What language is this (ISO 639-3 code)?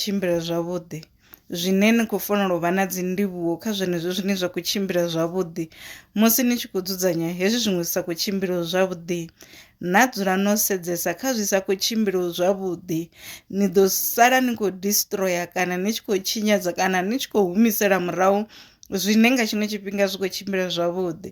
ven